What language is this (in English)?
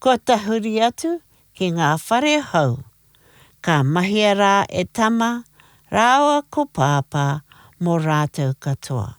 Māori